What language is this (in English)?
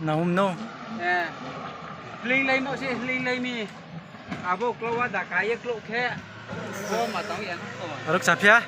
Riang (India)